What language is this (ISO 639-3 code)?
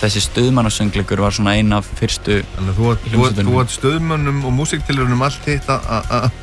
isl